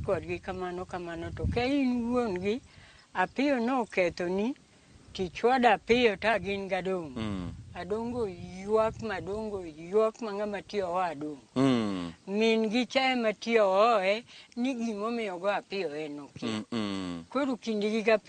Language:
Luo (Kenya and Tanzania)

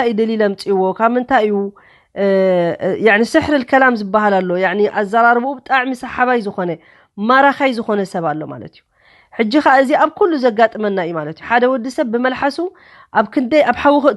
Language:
Tigrinya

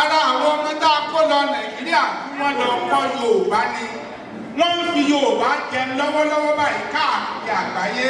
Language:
Yoruba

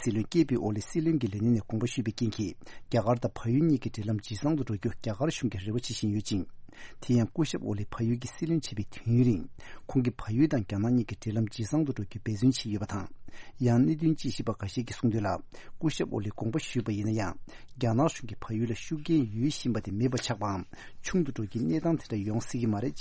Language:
Tibetan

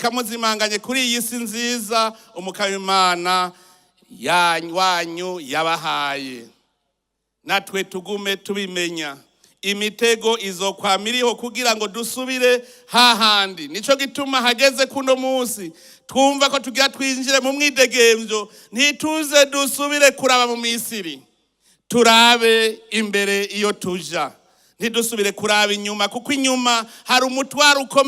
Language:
Rundi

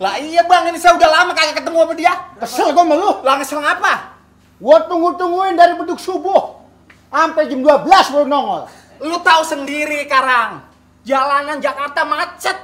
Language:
Betawi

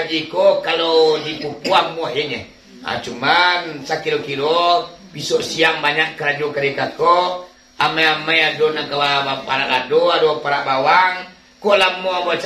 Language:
Minangkabau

